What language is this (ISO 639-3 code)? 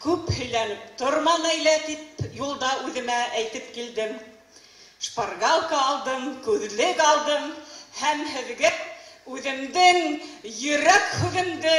bak